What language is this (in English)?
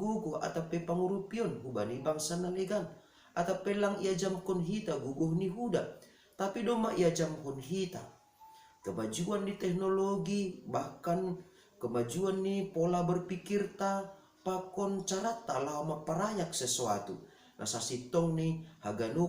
Batak Simalungun